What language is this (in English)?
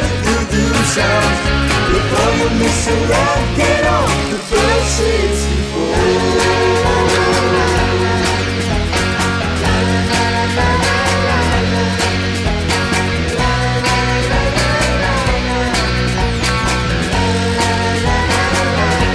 French